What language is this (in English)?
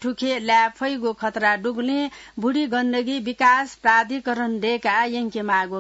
Newari